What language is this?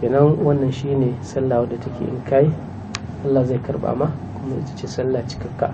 Hausa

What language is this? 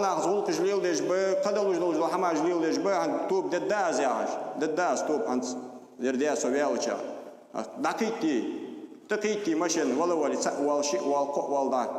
Ingush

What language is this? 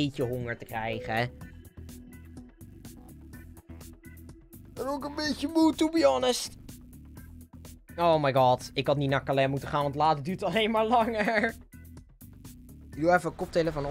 Dutch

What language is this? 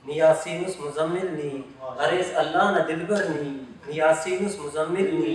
Brahui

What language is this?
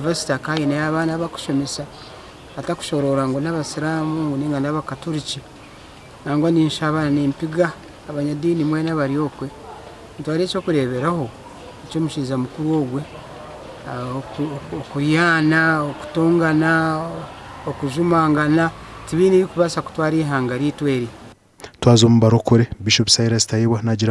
Nyankole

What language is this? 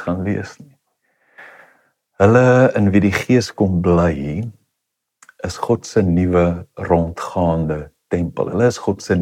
Afrikaans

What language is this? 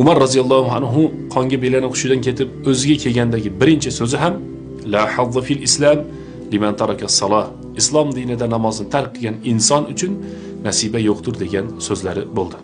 Uzbek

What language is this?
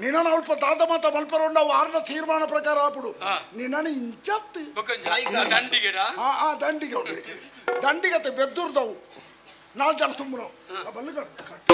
Tulu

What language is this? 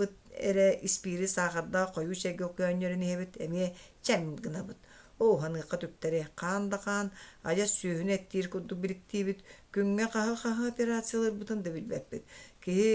Yakut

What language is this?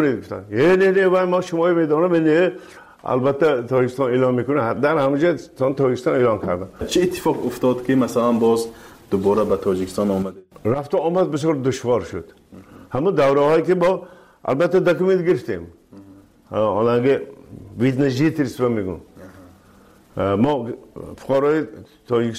Persian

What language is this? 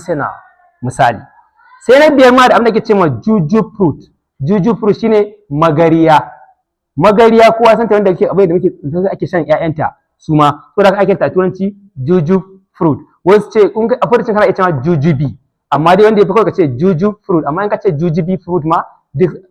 Hausa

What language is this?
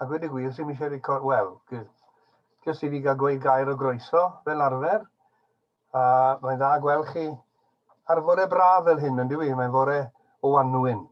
Welsh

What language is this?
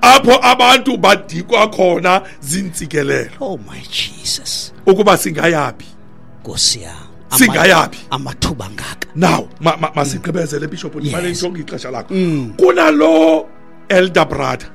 Xhosa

